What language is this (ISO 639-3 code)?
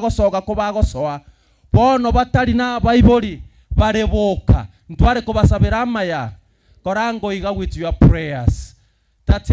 guz